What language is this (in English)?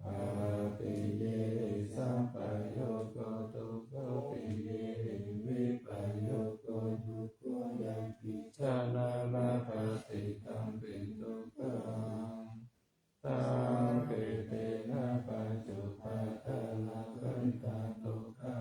Pali